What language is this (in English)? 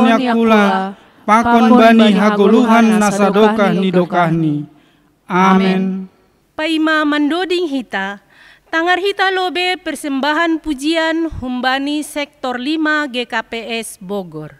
Batak Simalungun